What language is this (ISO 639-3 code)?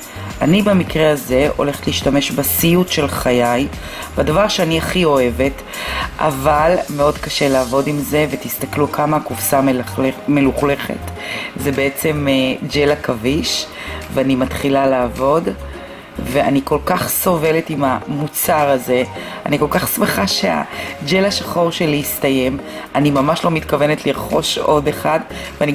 heb